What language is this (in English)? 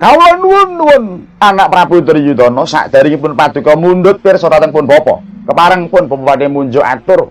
Javanese